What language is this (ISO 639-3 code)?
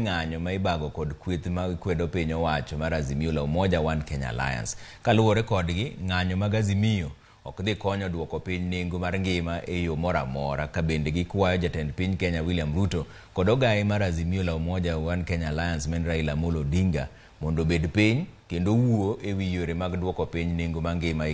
luo